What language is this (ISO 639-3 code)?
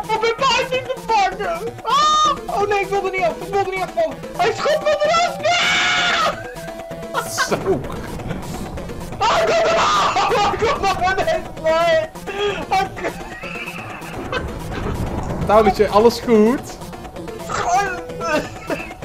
nld